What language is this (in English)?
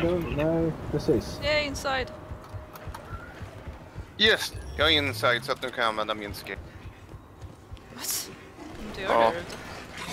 Swedish